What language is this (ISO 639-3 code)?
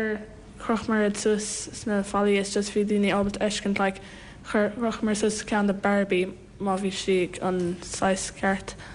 gle